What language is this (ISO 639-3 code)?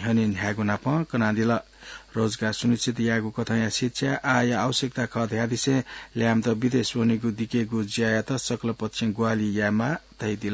new